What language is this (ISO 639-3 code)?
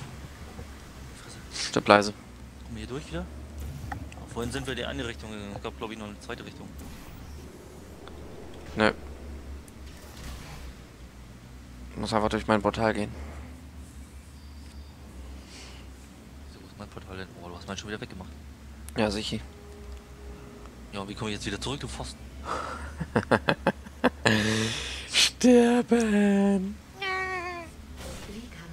deu